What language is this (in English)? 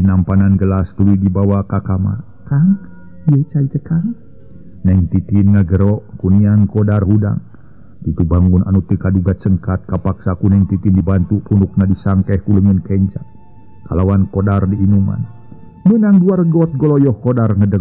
Sundanese